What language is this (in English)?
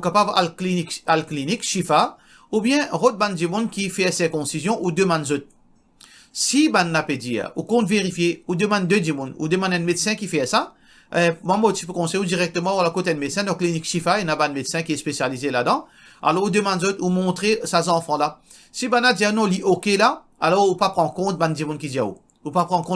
Morisyen